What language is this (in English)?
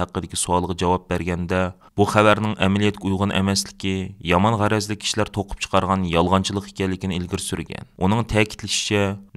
Uyghur